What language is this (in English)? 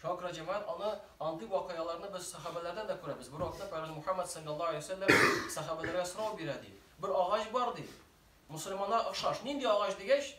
Tatar